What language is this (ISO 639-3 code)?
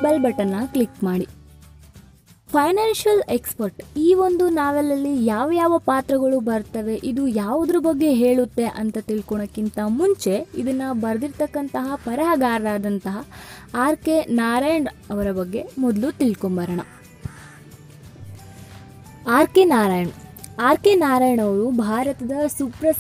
kan